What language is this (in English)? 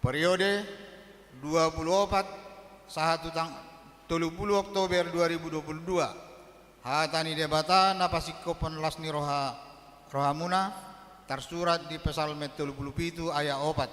Batak Toba